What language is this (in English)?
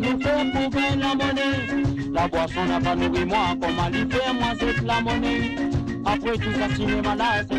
Morisyen